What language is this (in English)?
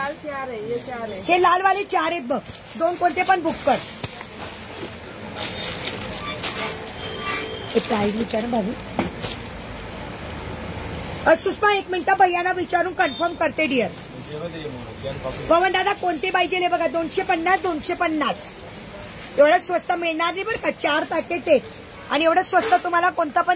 Marathi